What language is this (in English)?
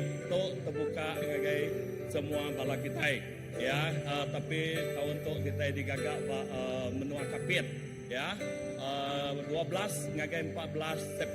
Iban